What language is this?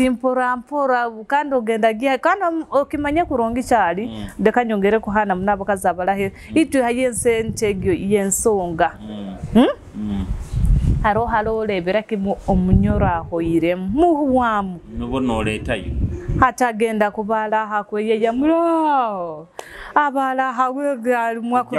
Nyoro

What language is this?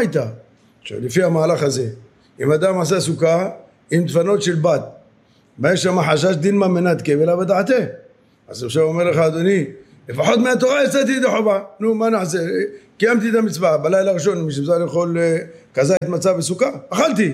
Hebrew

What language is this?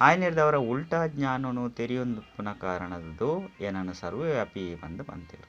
Tulu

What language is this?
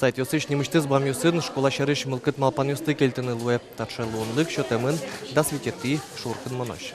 Udmurt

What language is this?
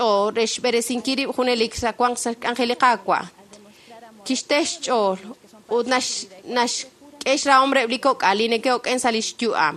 Kekchí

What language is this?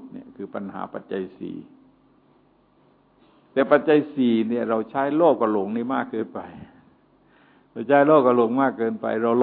Thai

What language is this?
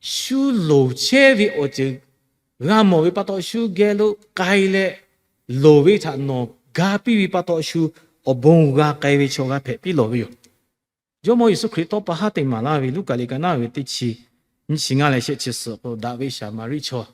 Lahu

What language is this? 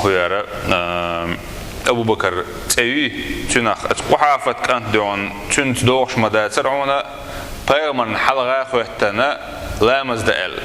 Chechen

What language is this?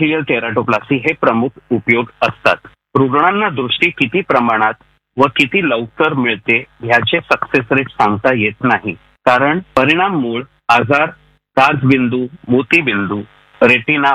Marathi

